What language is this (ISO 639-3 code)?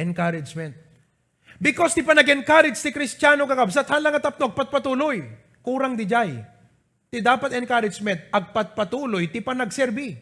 ilo